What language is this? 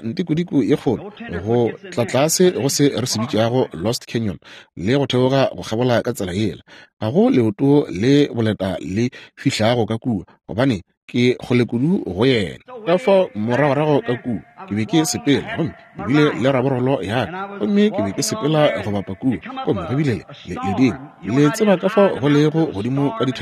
Northern Sotho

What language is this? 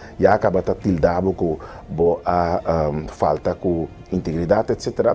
Papiamento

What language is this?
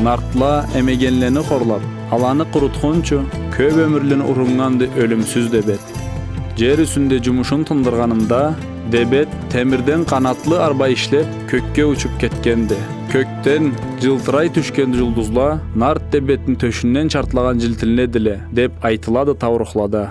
Karachay-Balkar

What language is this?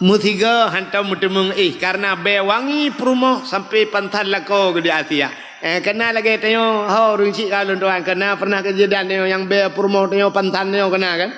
Achinese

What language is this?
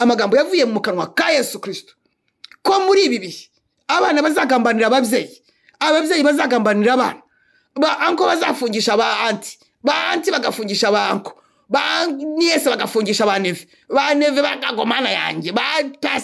Kinyarwanda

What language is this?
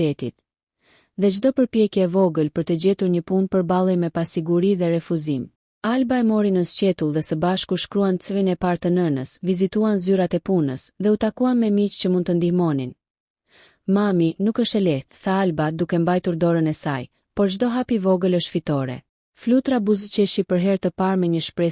Albanian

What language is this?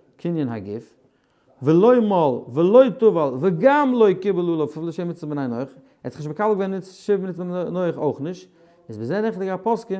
Yiddish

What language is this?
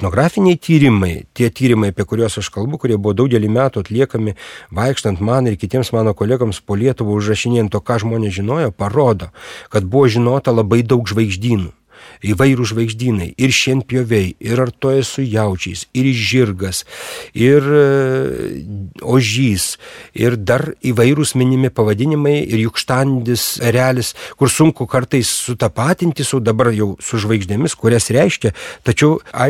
Lithuanian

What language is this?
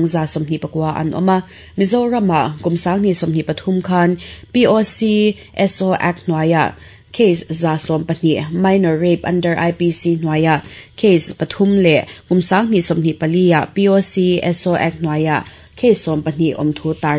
Mizo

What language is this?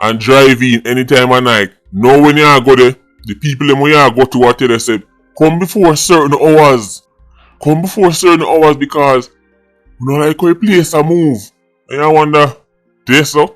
Jamaican Creole English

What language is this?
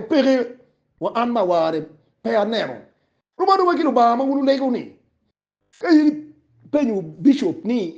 Acoli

